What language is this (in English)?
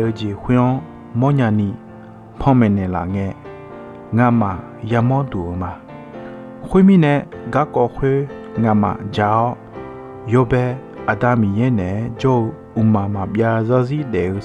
Akha